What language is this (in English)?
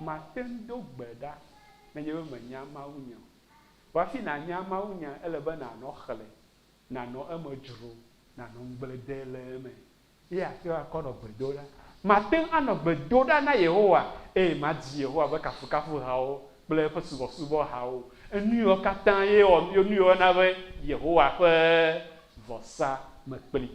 Ewe